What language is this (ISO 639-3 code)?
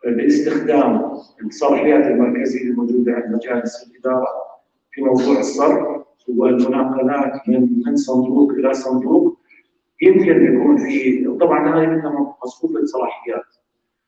apc